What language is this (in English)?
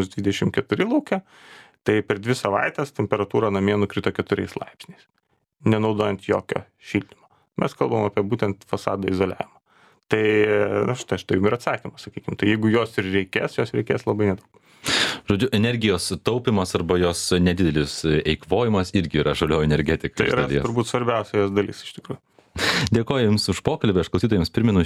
Lithuanian